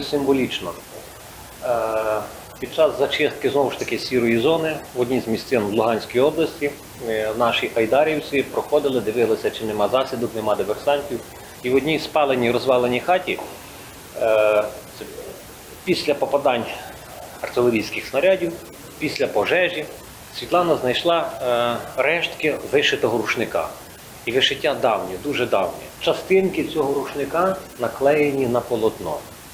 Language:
Ukrainian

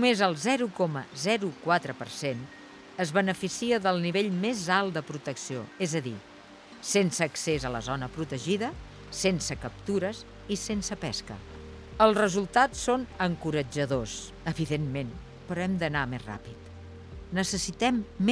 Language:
Catalan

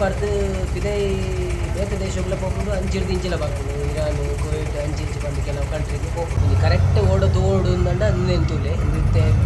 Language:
Tulu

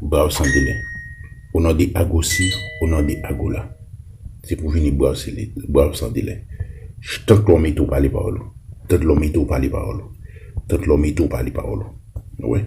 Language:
Haitian Creole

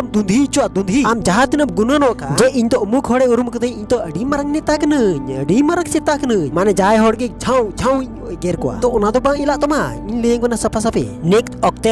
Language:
Santali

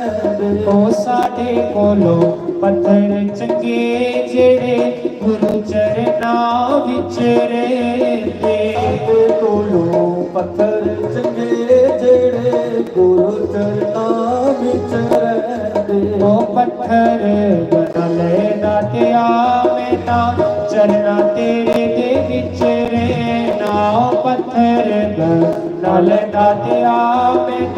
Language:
Dogri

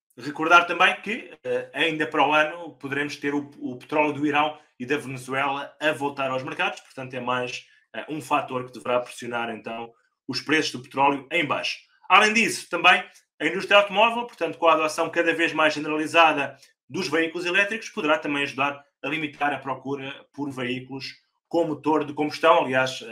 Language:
Portuguese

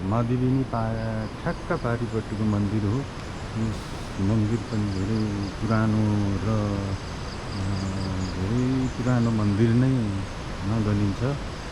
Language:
Nepali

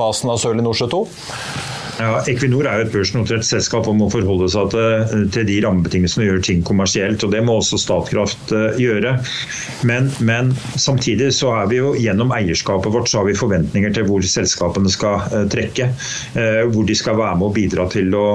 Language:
Norwegian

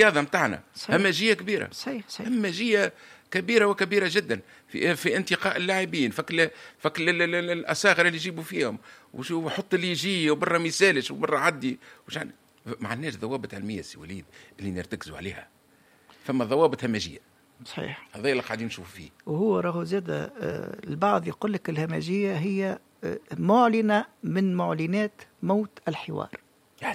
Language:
Tunisian Arabic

